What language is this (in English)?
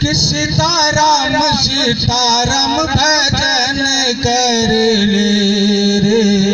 Magahi